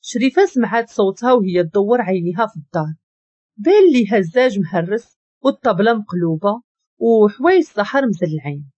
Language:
Moroccan Arabic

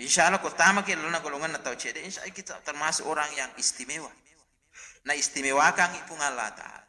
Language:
Buginese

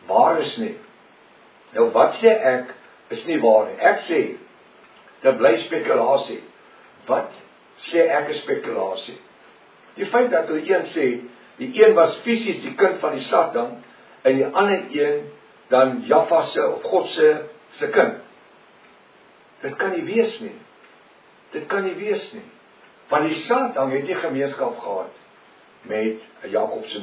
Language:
Afrikaans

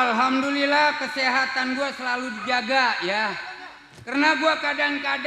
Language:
Betawi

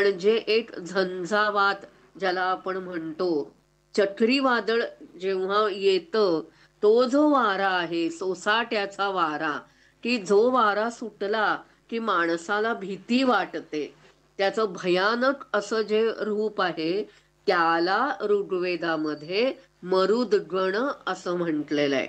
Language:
Marathi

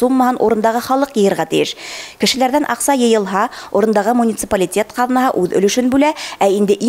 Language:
Bashkir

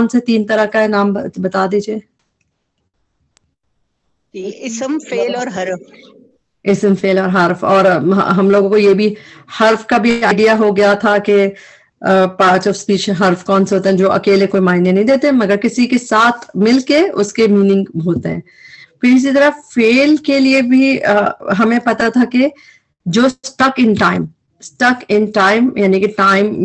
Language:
Urdu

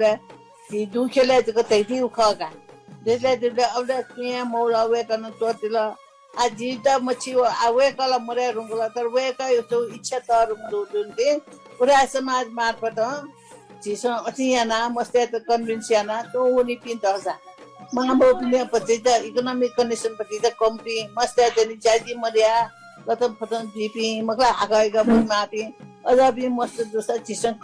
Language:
Newari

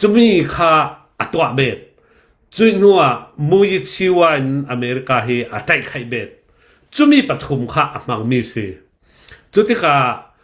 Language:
Hakha Chin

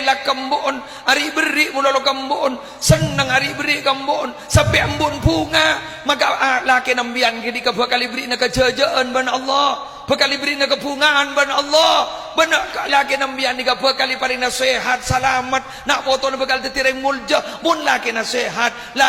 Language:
Madurese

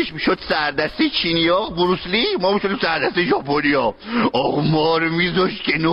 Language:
Persian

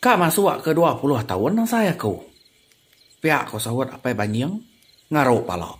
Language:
Iban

